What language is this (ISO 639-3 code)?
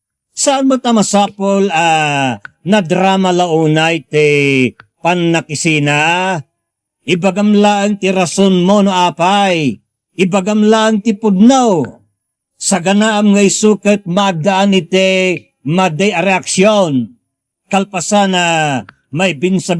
ilo